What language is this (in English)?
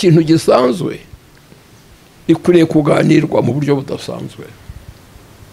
Kinyarwanda